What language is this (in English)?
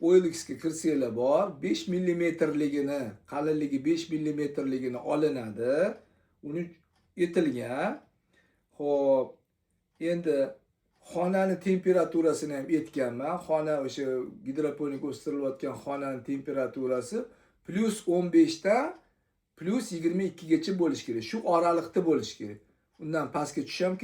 Uzbek